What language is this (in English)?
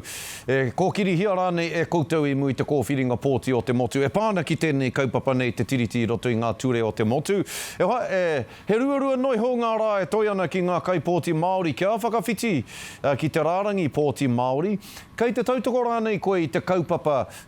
Māori